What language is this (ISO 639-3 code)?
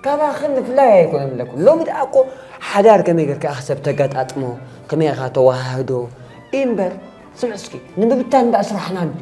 tir